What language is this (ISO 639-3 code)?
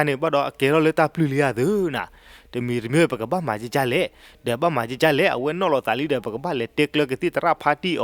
ksw